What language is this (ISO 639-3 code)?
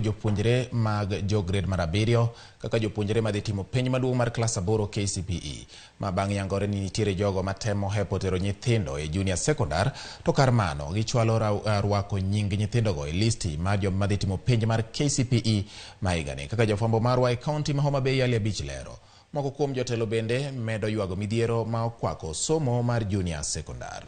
luo